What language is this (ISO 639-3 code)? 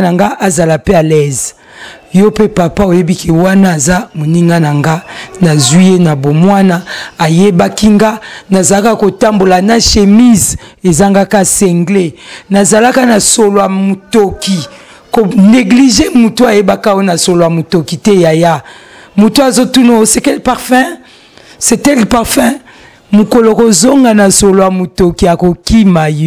lin